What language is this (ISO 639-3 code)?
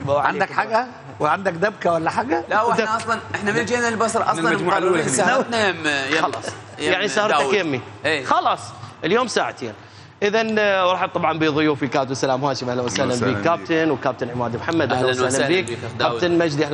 acm